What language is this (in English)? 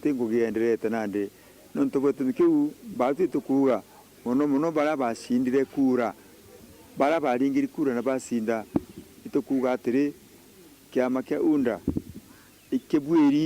Meru